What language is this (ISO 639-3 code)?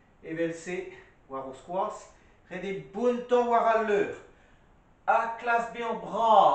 bre